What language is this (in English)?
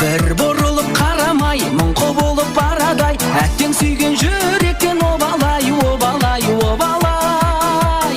Kara-Kalpak